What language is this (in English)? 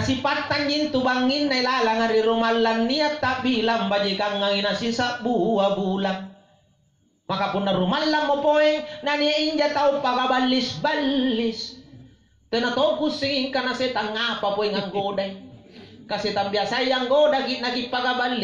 Makasar